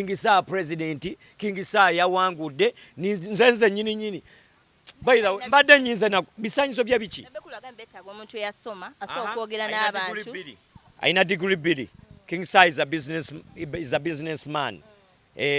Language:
Ganda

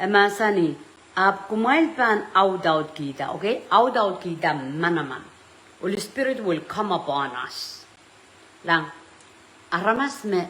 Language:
Pohnpeian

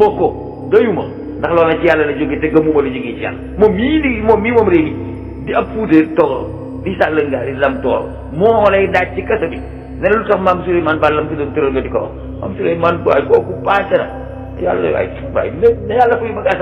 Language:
Wolof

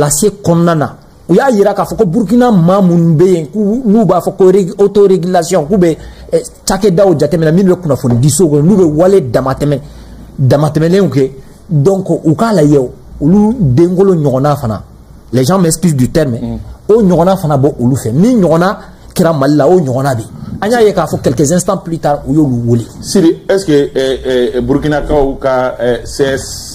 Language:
Bambara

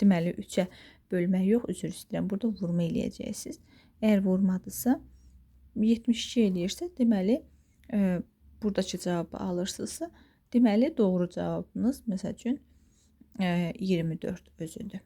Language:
Azerbaijani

